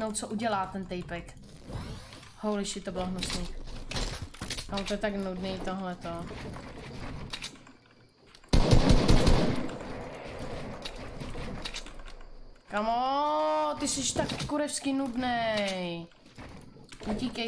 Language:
Czech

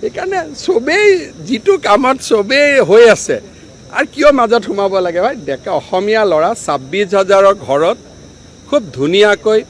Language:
Assamese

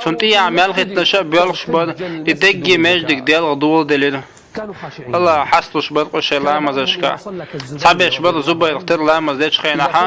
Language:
Chechen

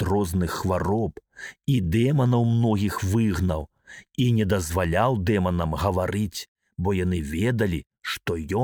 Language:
Belarusian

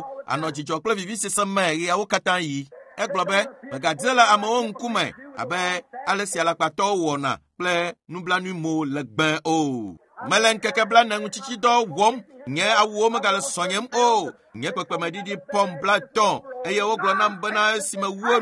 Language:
Ewe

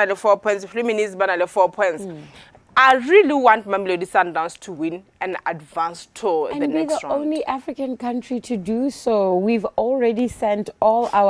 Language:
Tswana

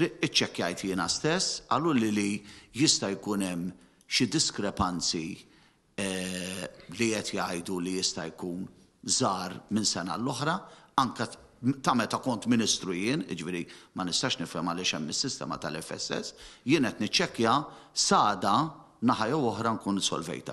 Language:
Maltese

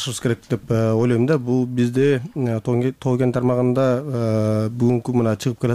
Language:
Kyrgyz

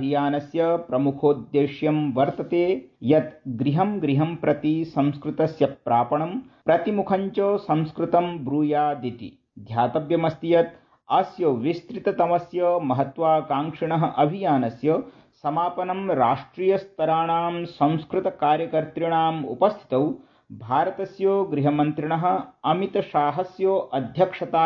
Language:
Sanskrit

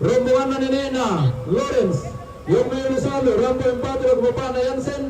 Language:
Toraja-Sa'dan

